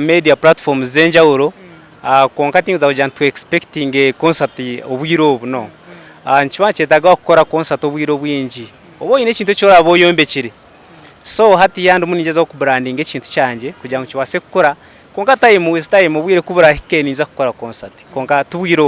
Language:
Nyankole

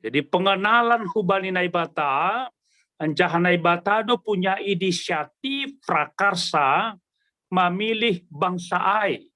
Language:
Batak Simalungun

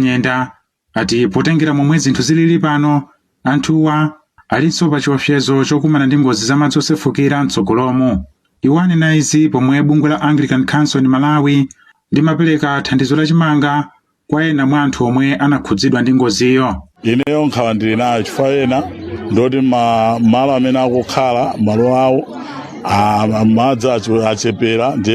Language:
Nyanja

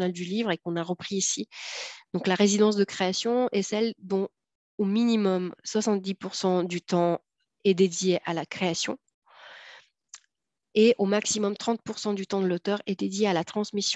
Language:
French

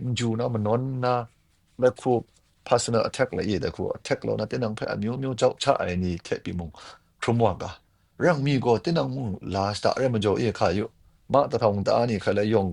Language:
Kachin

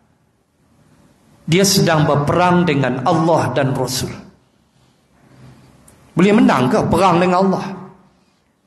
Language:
Malay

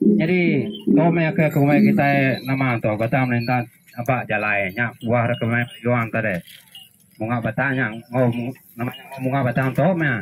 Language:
Iban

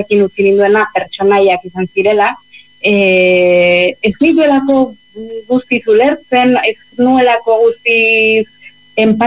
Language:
Basque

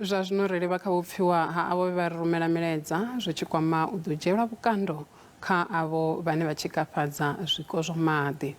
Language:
Venda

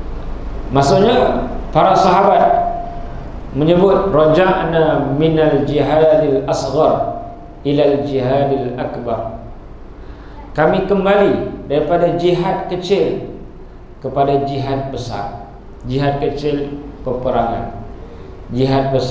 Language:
Malay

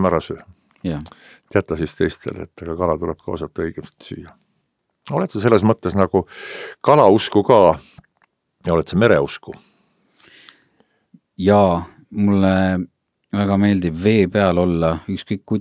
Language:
Estonian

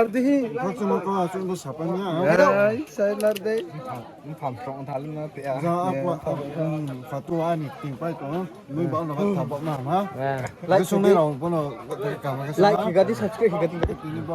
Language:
Riang (India)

